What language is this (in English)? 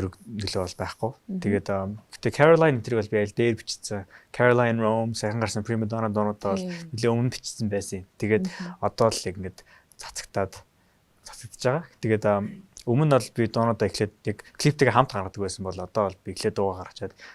Mongolian